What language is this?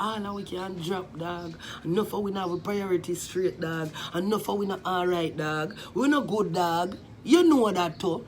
Jamaican Creole English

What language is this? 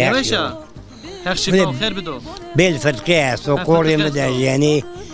Zaza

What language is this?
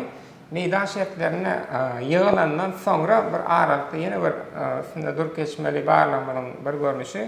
Turkmen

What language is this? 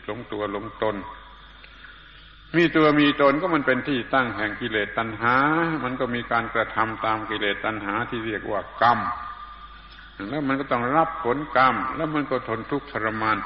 Thai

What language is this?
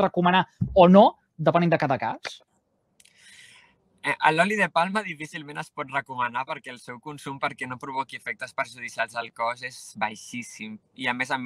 Catalan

